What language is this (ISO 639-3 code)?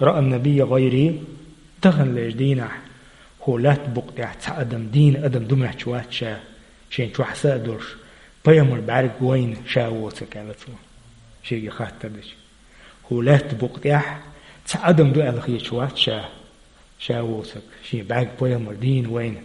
che